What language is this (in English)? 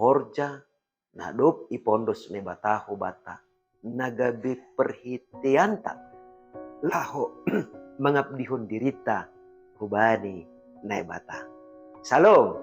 Batak Simalungun